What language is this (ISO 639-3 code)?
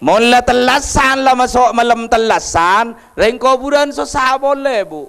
mad